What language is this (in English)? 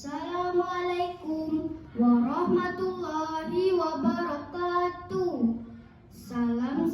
Banjar